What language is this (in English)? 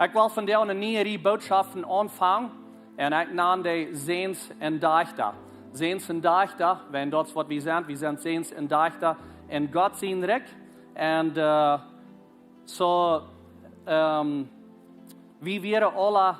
Plautdietsch